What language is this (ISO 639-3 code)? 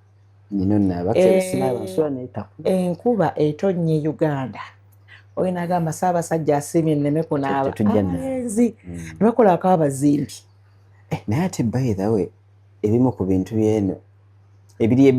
lug